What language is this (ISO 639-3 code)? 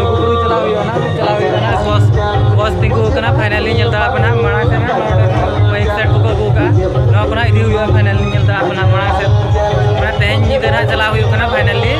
sat